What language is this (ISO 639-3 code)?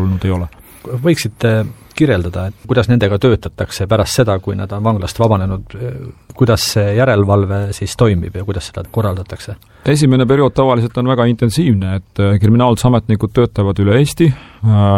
est